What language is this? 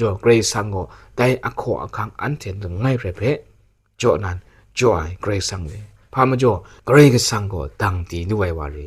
Kachin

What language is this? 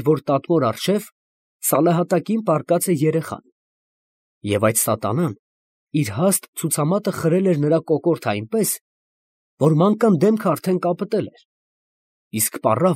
Armenian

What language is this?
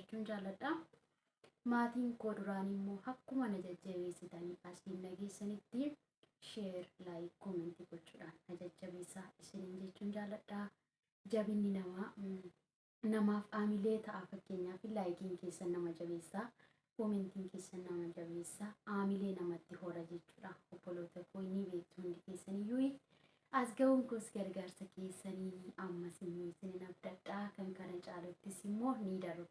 Oromo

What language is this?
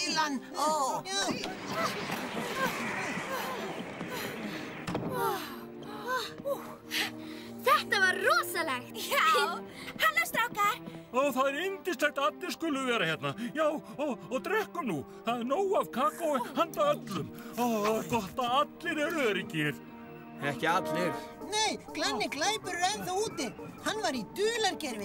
Icelandic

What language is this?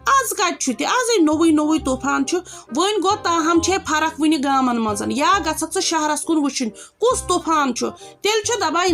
Kashmiri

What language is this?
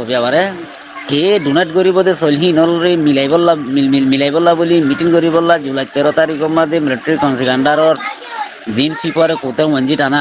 Rohingya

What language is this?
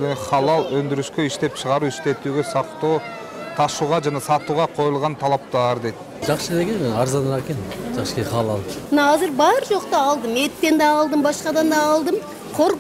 Kyrgyz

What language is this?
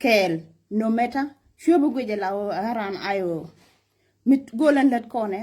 Nuer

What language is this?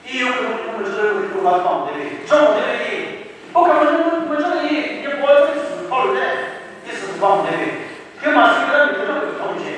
Chokri Naga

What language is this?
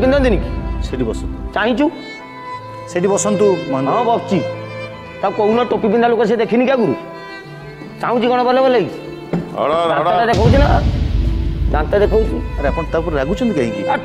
Odia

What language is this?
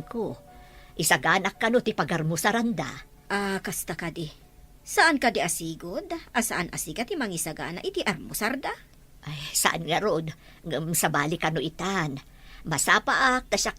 Iloko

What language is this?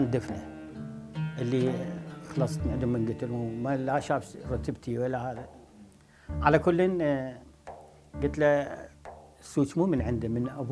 Mesopotamian Arabic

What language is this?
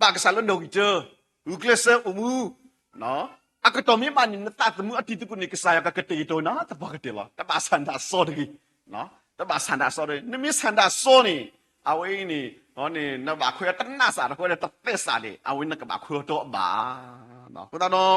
S'gaw Karen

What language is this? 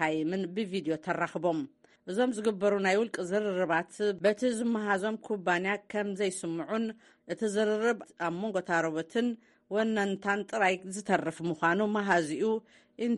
Tigrinya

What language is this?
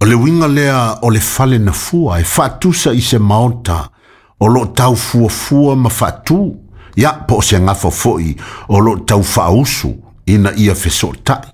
Samoan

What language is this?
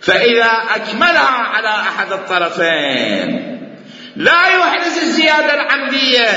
Mesopotamian Arabic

